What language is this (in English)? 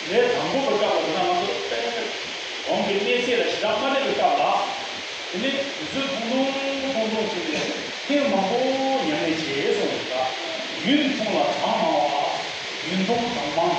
Tibetan